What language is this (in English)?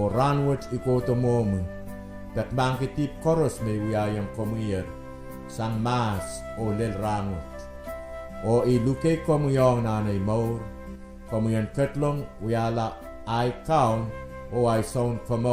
Pohnpeian